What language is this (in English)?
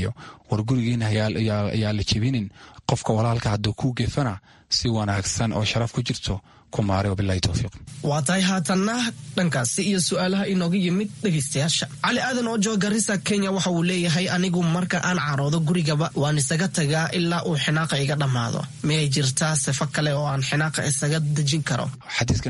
Somali